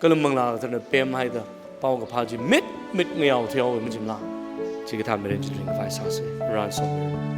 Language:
Tangkhul Naga (India)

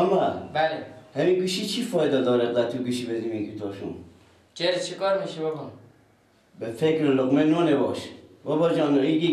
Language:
Persian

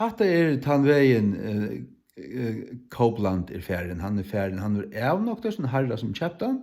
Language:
Faroese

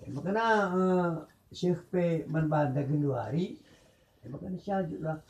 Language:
Batak Karo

